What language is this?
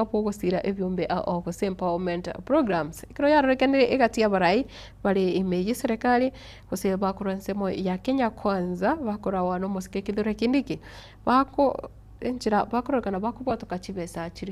Gusii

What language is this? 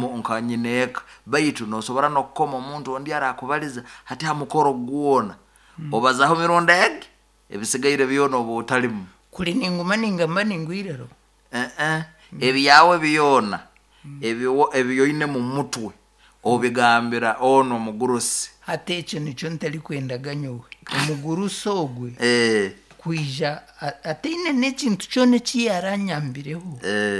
Nyoro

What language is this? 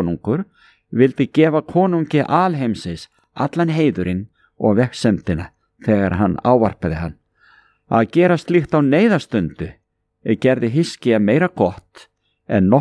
Icelandic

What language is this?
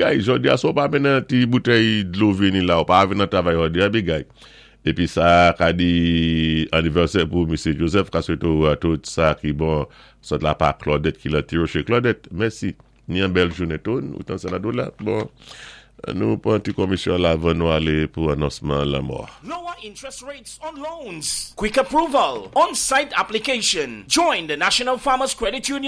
Saint Lucian Creole French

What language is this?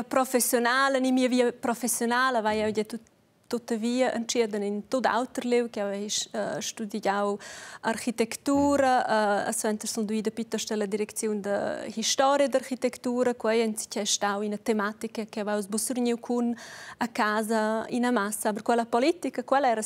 Romansh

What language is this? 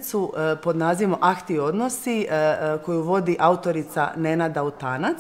Croatian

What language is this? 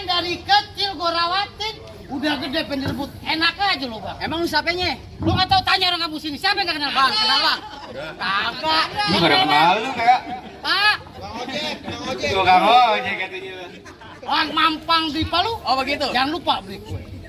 Betawi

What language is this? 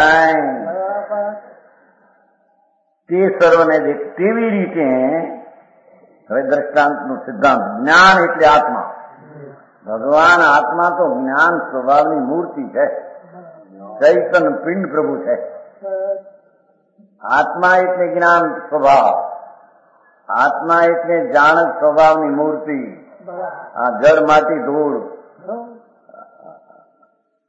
Gujarati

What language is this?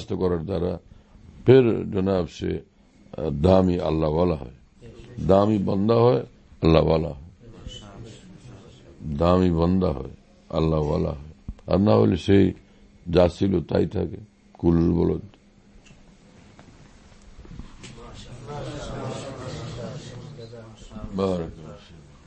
Bangla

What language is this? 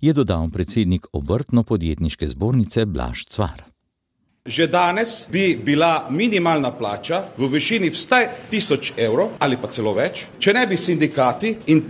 Slovenian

